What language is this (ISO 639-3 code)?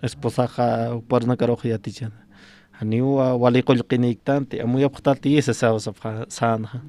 aym